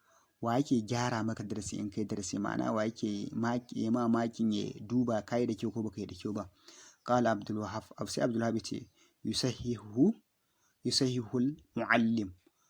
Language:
Hausa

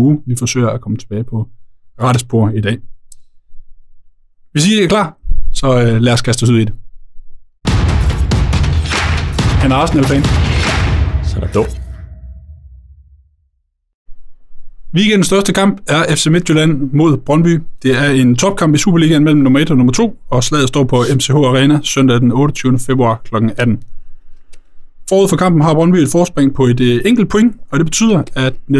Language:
Danish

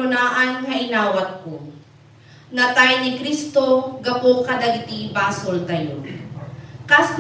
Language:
Iloko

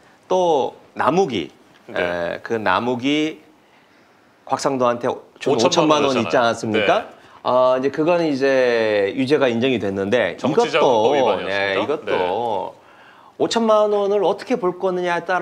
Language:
Korean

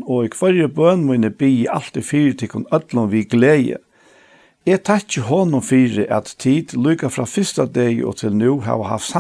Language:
Faroese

